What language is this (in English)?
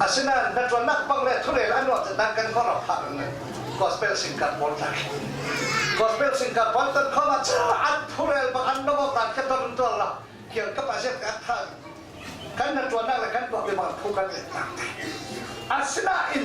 Falam Chin